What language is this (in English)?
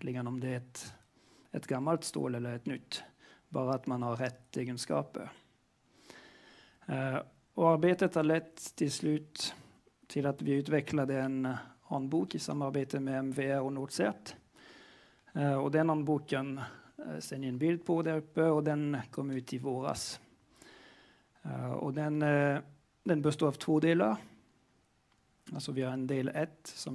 Swedish